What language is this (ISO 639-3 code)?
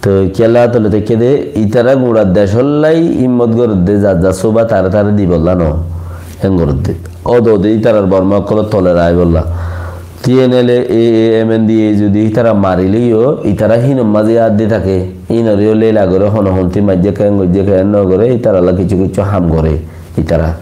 rhg